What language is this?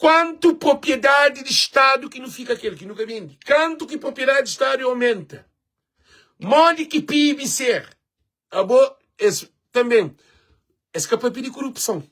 Kabuverdianu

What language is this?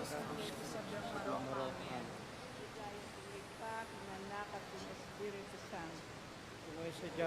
Pampanga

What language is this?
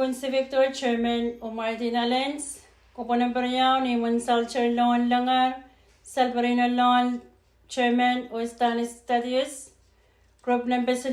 Pohnpeian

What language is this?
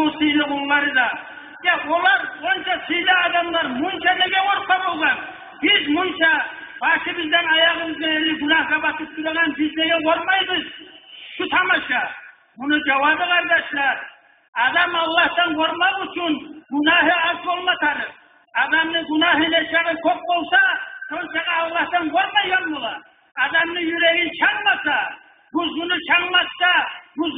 Kumyk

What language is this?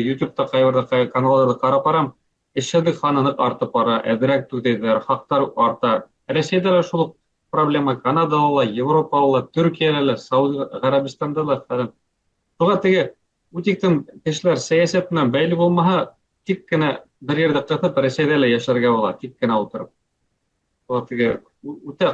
Bashkir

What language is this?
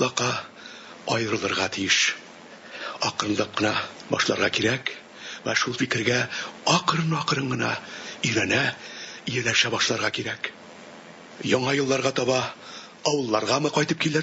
Tatar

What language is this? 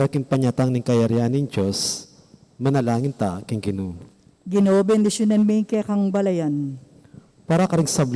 Pampanga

